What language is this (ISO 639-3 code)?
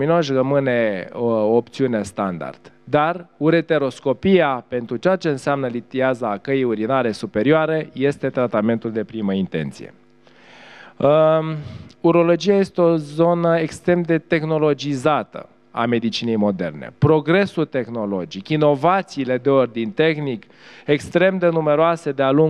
ron